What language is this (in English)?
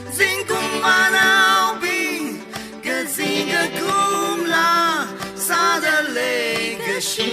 Tangkhul Naga (India)